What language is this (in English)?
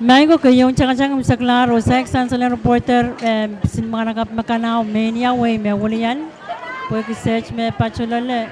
Pohnpeian